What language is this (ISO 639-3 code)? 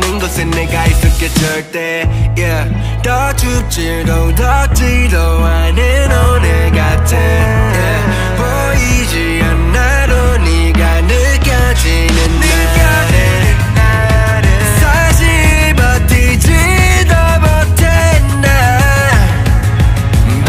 kor